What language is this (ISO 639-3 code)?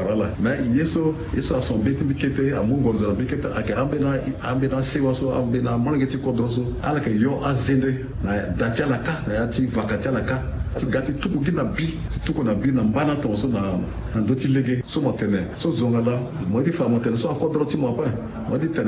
sag